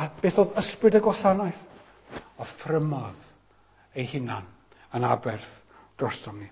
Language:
Welsh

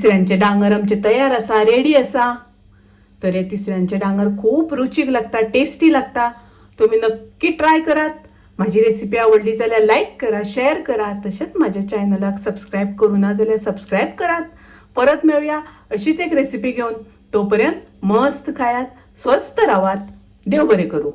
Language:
Konkani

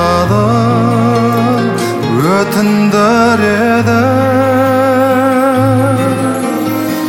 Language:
Kazakh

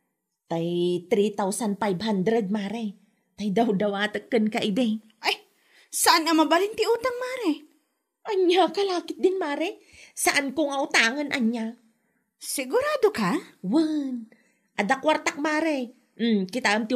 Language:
Iloko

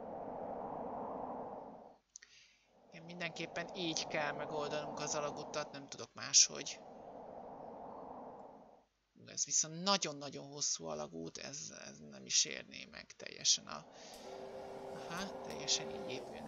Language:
Hungarian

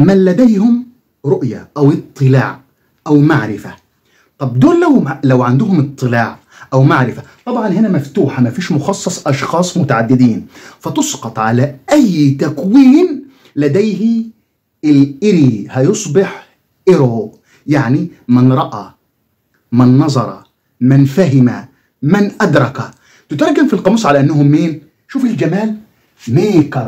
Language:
Egyptian Arabic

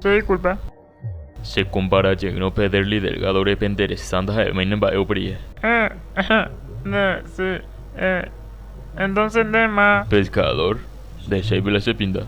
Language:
Guarani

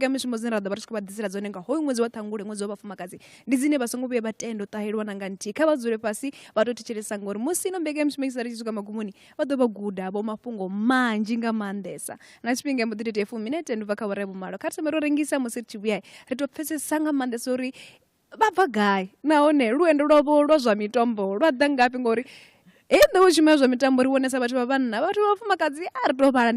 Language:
Venda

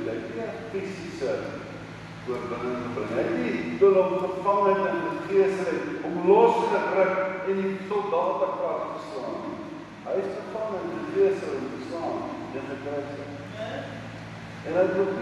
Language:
Afrikaans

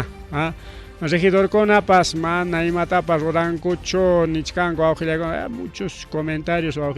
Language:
Ayacucho Quechua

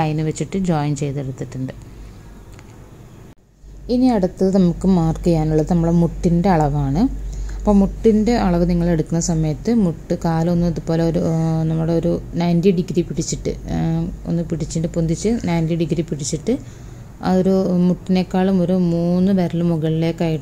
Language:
Malayalam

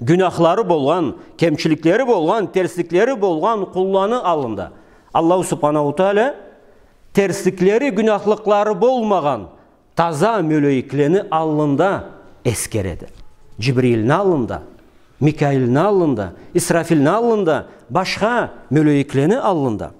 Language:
Karachay-Balkar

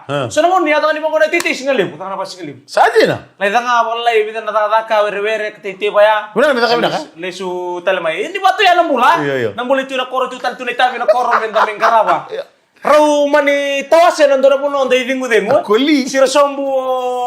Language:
Fijian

